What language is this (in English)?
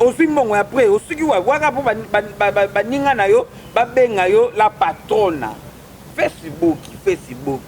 Lingala